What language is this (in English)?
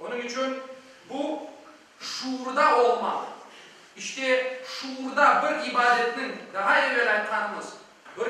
Crimean Tatar